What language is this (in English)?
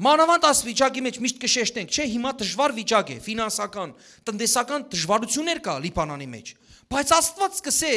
Western Armenian